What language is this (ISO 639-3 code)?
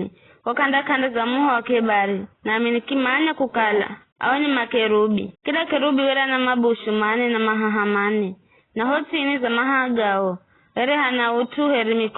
nyf